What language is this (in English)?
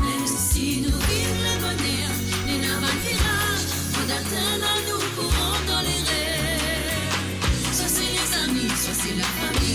Morisyen